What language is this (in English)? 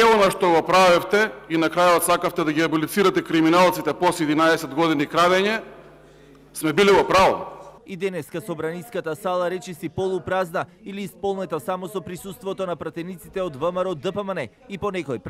Macedonian